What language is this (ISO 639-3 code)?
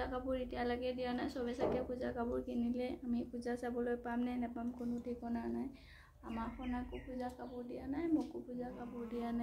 asm